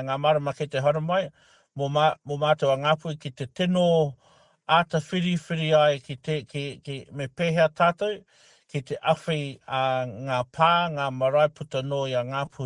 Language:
Māori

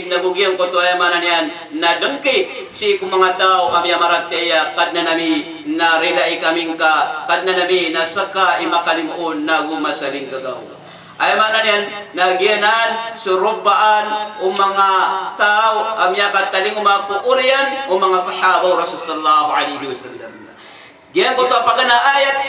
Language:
Maranao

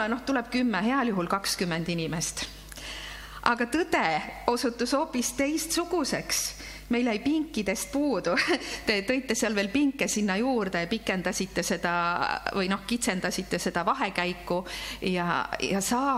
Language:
Estonian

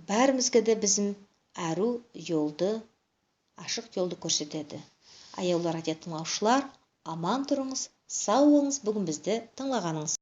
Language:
Nogai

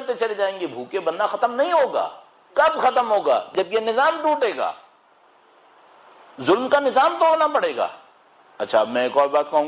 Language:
Urdu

